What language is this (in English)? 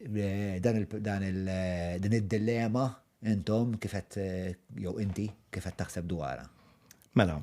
Maltese